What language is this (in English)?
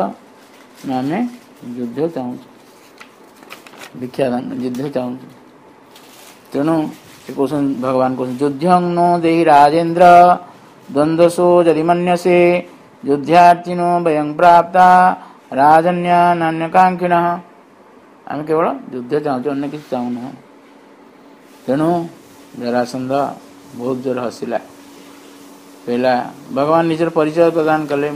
Odia